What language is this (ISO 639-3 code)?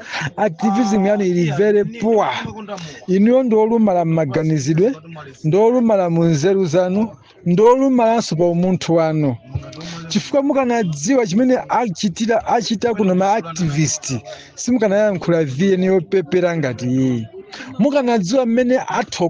nya